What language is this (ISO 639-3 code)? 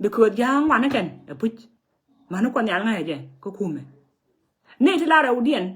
nus